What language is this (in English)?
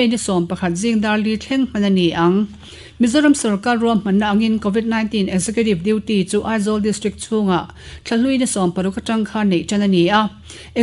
Mizo